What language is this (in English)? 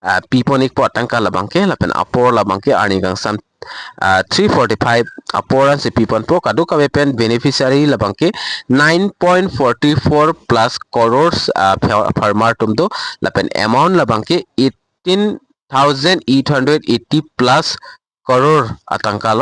Karbi